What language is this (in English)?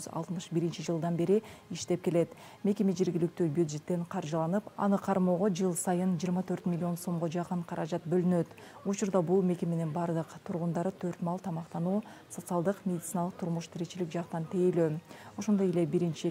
Kyrgyz